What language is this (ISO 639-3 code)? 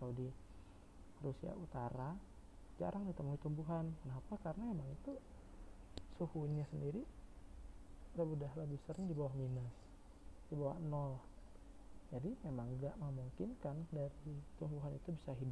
ind